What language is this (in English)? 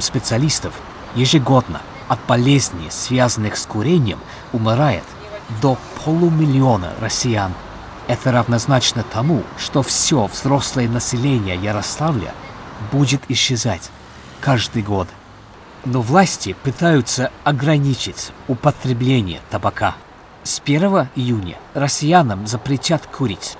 Russian